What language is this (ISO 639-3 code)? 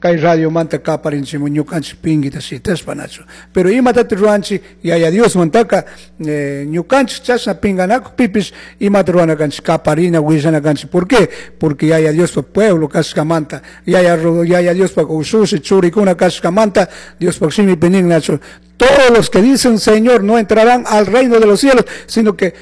qug